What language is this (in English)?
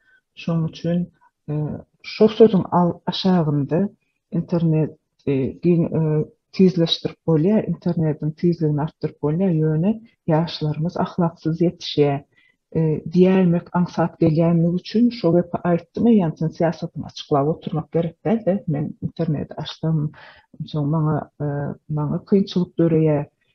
Turkmen